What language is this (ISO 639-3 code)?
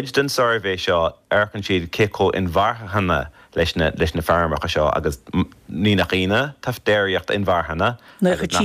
gle